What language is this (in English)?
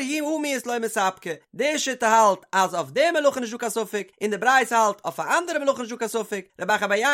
Yiddish